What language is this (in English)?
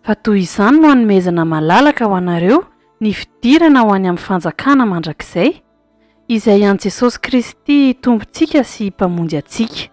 Malagasy